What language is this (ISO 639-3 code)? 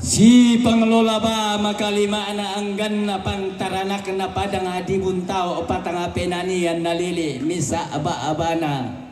sda